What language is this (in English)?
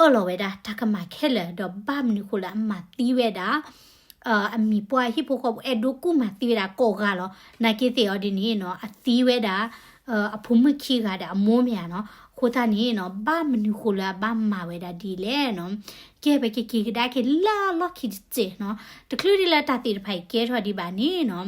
S'gaw Karen